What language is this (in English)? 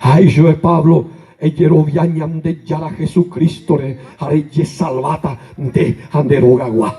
Guarani